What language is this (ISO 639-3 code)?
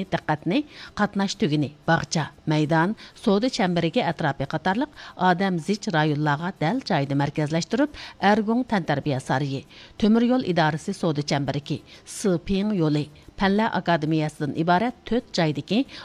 uig